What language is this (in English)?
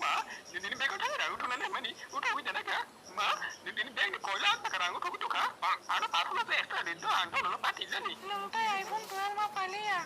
Kok Borok